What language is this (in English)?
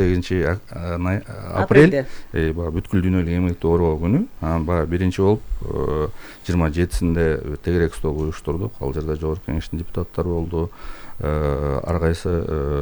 Kyrgyz